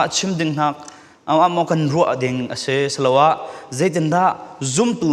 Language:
Falam Chin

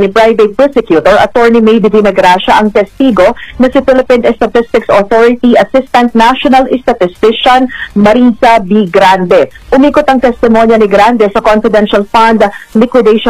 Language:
Filipino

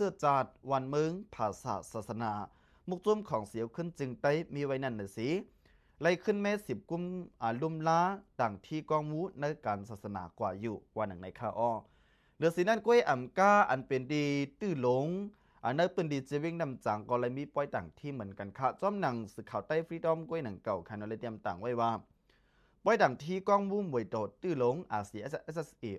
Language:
Shan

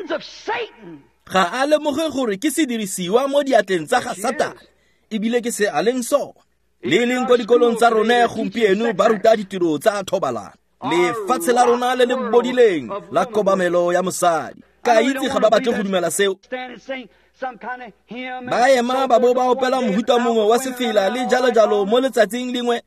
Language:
Tswana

